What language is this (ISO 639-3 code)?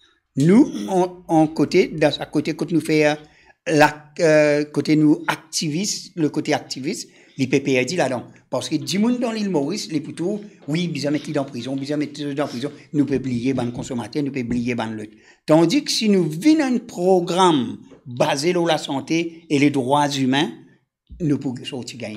mfe